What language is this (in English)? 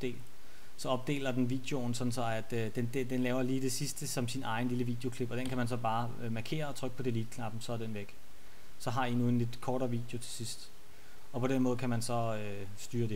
Danish